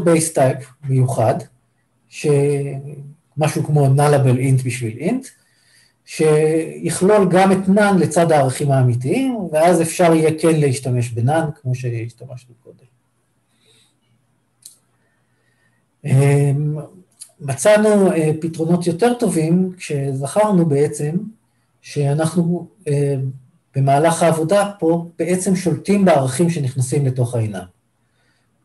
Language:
Hebrew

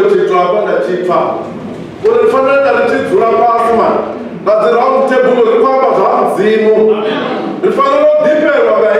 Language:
Venda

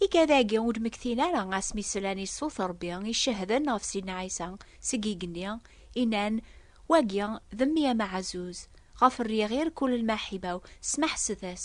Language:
Kabyle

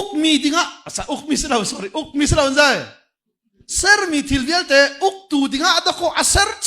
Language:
Hakha Chin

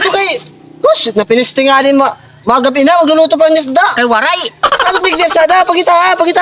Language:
Waray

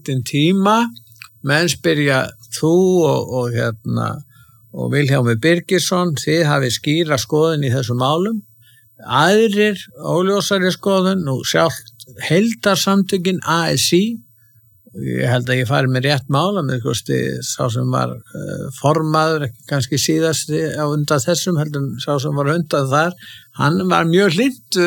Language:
Icelandic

